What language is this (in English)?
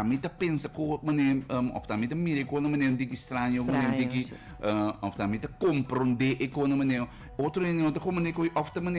Papiamento